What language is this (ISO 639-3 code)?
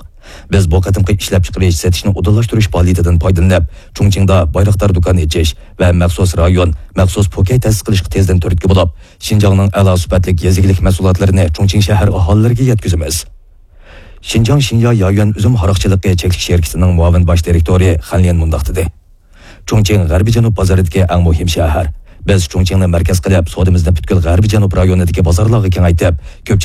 uig